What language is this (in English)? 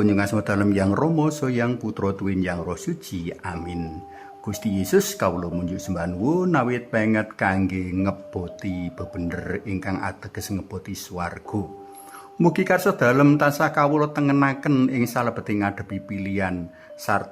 Javanese